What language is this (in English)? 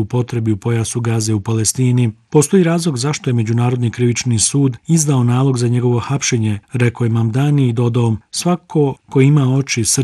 Bosnian